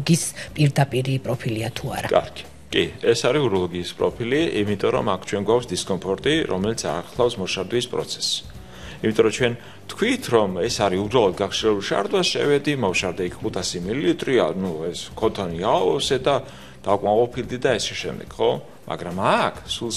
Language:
Georgian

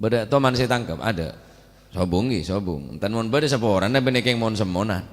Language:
Madurese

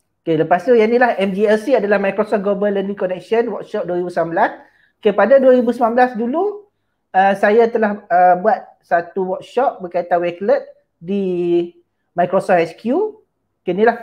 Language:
Malay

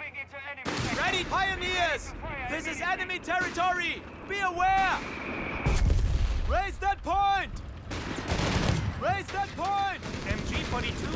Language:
English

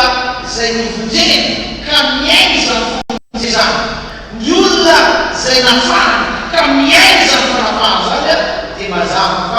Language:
Malagasy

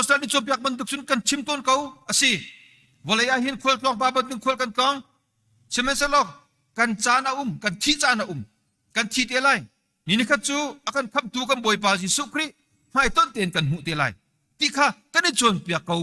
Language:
Hakha Chin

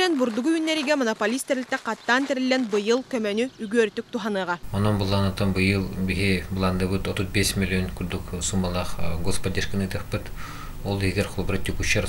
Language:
Yakut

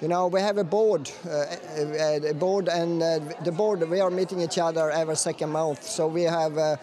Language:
Hakka Chinese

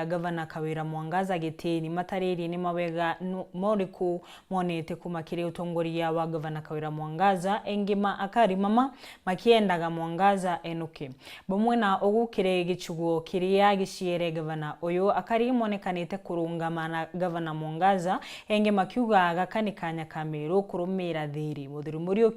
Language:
Meru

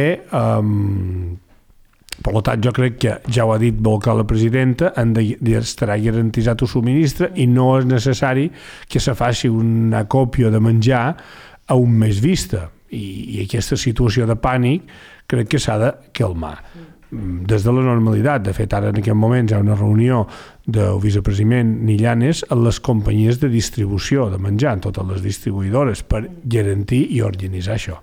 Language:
Catalan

